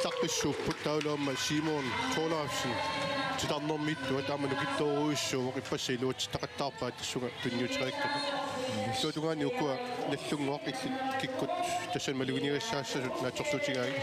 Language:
Kalaallisut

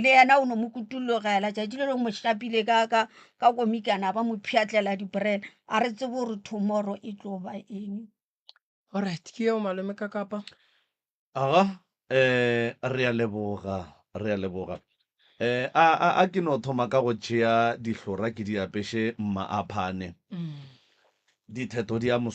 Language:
Northern Sotho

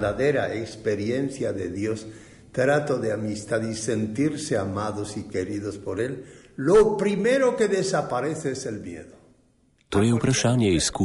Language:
Slovenian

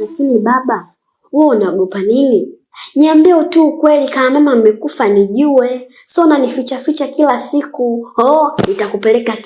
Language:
Swahili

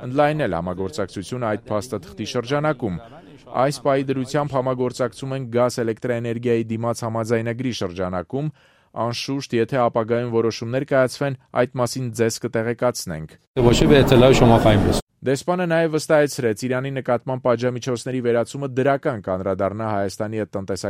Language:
Armenian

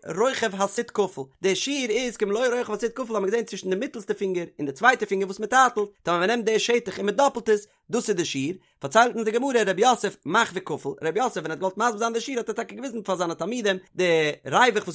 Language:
Yiddish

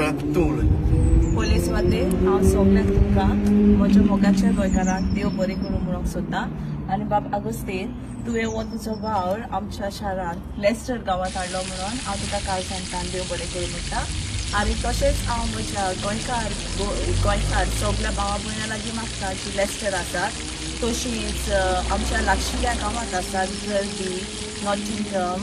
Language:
Konkani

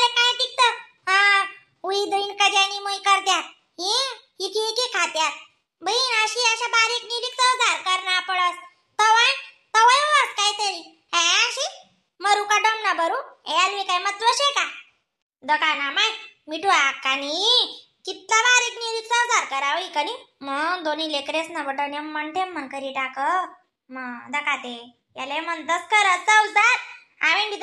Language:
Khandesi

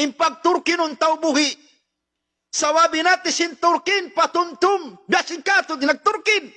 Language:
Tausug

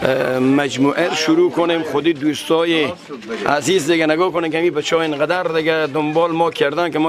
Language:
Persian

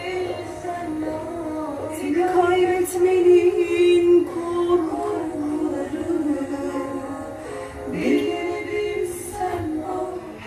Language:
Turkish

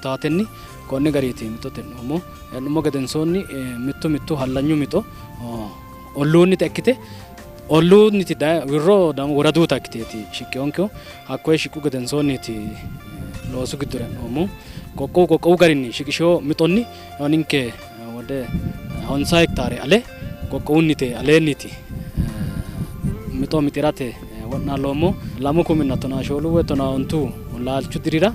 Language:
Sidamo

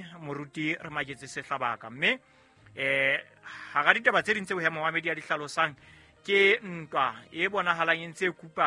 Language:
Southern Sotho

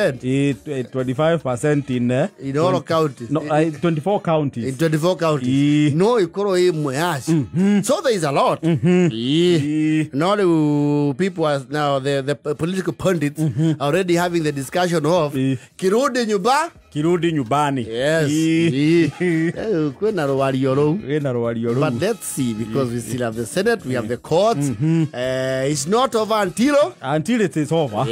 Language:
Kikuyu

